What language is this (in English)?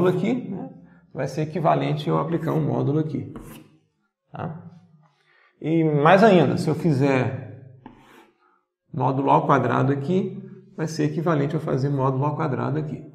Portuguese